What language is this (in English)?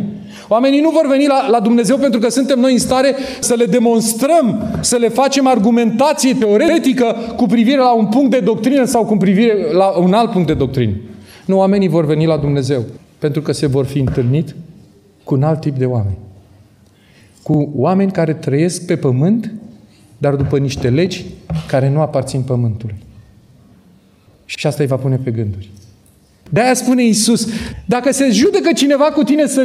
Romanian